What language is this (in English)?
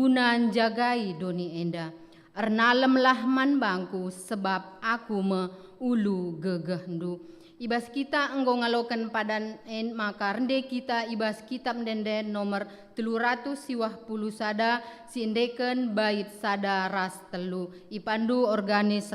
Batak Karo